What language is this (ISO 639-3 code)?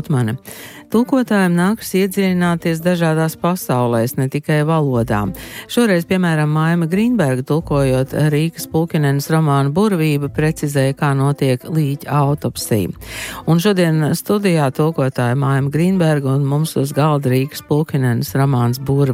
lav